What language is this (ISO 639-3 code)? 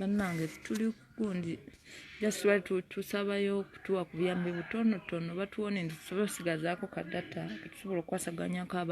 lug